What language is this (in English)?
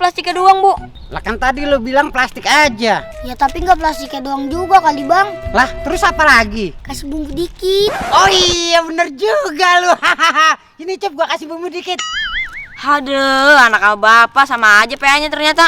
Betawi